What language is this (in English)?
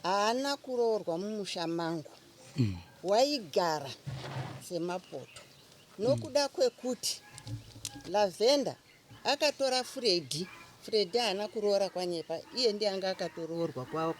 Shona